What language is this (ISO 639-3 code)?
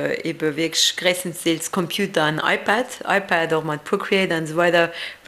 ltz